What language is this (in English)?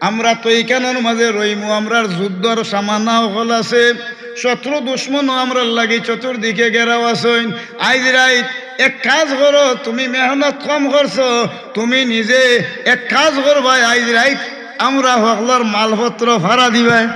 Sylheti